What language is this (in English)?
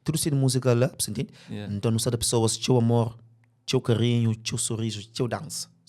Kabuverdianu